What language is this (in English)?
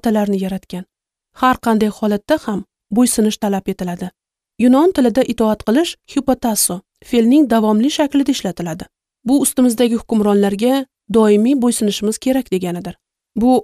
Uzbek